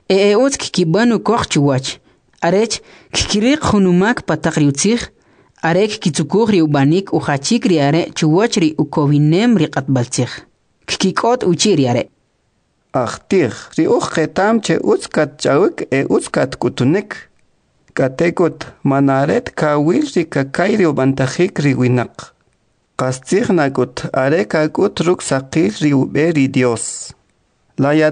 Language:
Kʼicheʼ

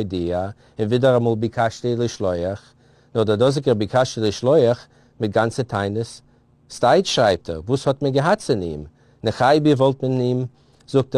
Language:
Yiddish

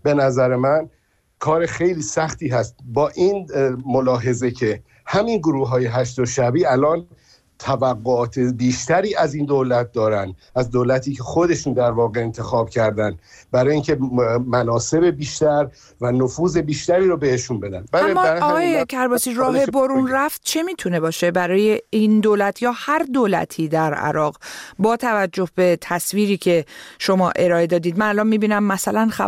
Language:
Persian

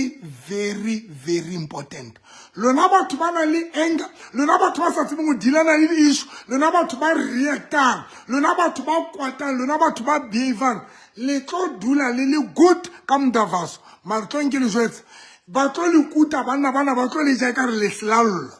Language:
Southern Sotho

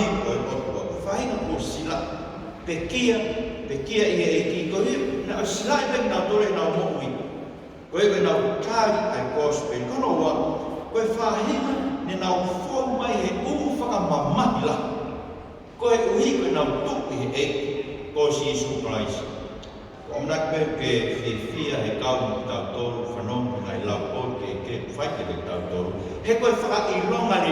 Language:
Tongan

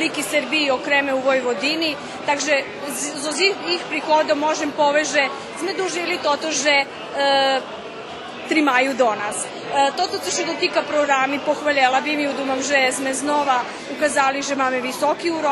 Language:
Rusyn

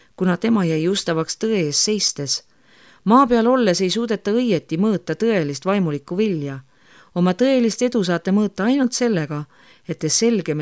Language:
Estonian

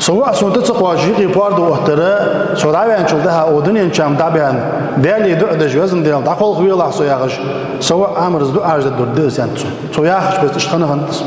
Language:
Ingush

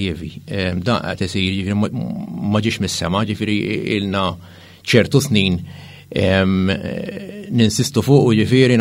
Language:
Maltese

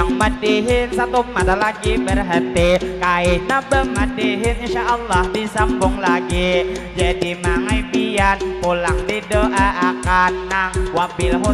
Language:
Banjar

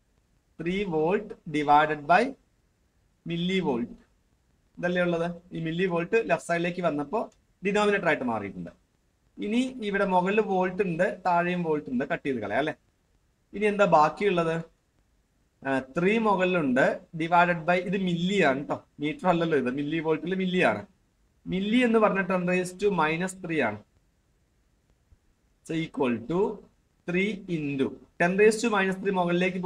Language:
Malayalam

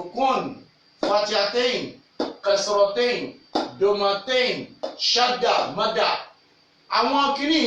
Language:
Yoruba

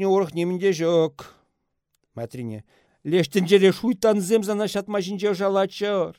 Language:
Chuvash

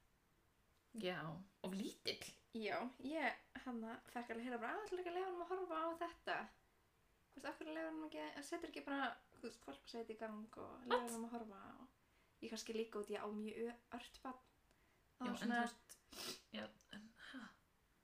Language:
Icelandic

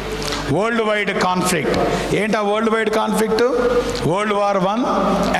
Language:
Telugu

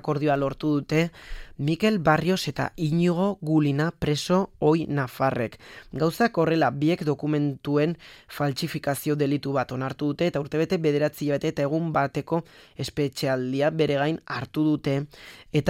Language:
Basque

